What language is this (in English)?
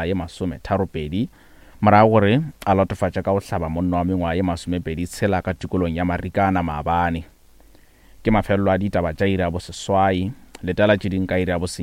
Northern Sotho